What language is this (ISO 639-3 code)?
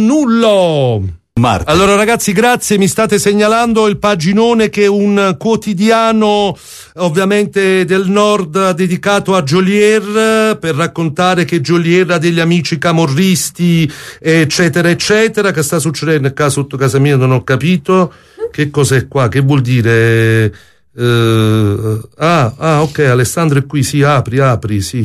ita